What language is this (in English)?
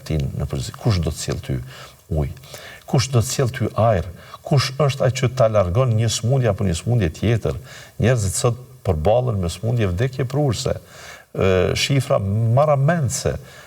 Albanian